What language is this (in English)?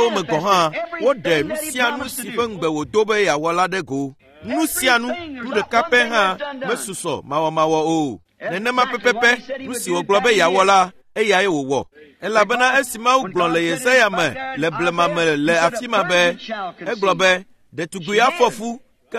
Ewe